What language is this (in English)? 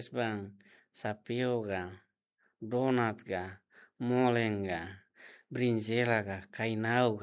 Tetum